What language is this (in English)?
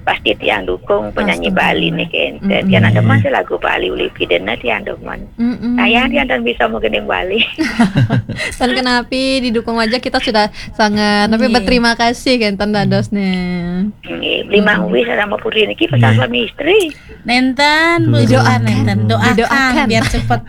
Balinese